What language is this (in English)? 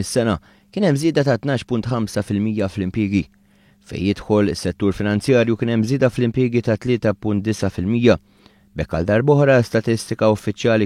Maltese